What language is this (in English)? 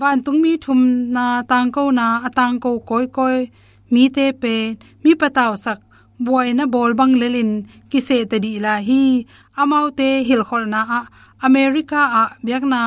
Tedim Chin